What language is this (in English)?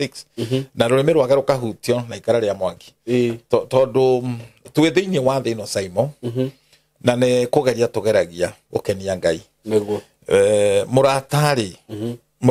Kikuyu